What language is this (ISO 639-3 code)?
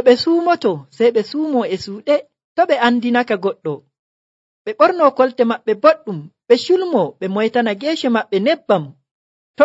fuv